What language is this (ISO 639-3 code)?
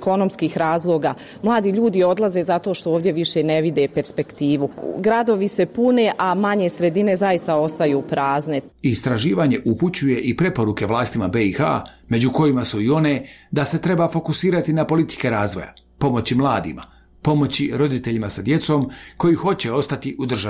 bos